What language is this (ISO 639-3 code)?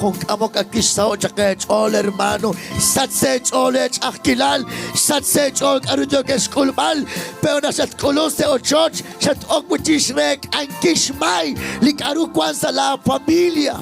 kek